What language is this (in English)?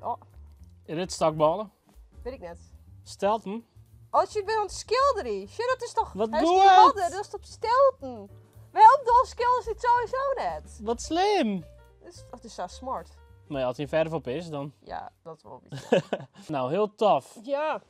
Western Frisian